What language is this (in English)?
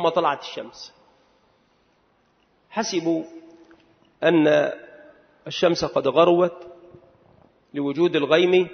Arabic